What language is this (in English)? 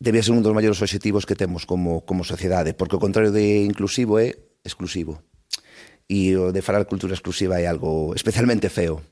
Galician